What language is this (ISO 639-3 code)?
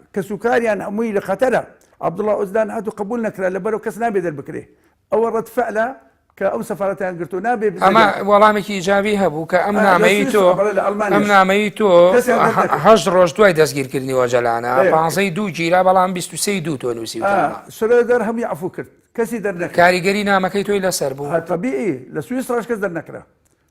ckb